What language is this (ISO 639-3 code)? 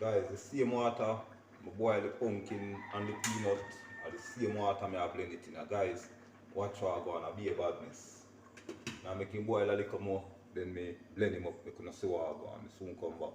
jam